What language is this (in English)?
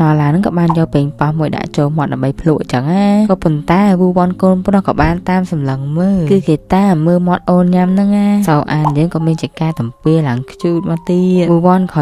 Khmer